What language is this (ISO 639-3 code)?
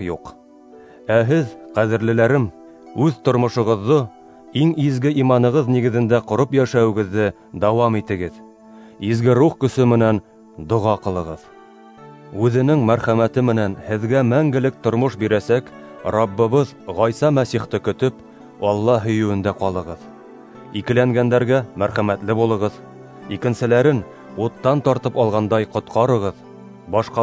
bak